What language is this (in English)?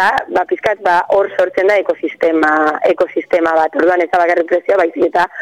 Basque